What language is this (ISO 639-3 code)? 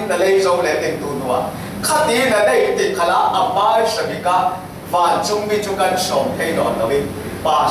cfm